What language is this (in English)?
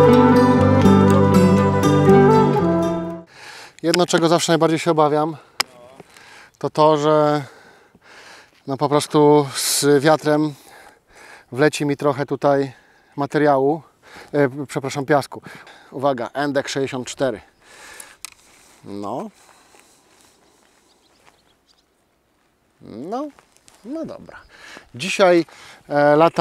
Polish